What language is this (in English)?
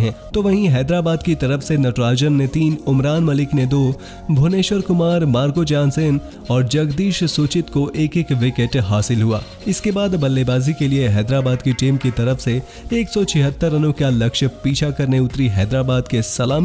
Hindi